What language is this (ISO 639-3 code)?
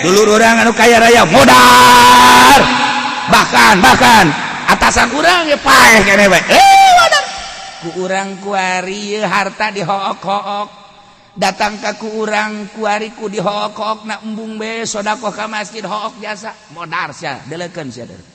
sun